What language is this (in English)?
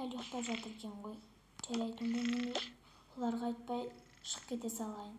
Kazakh